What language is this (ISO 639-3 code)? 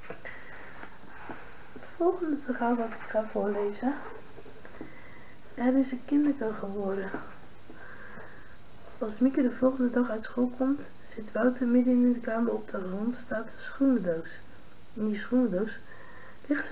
nld